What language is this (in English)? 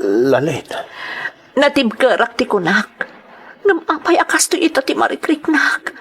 Iloko